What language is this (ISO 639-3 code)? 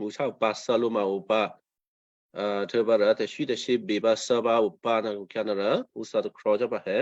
kyu